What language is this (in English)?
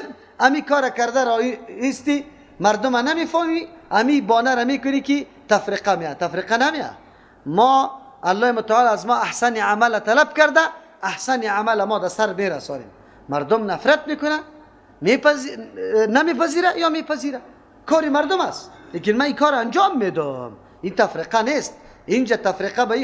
Persian